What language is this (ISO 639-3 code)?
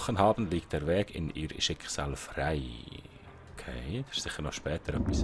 gsw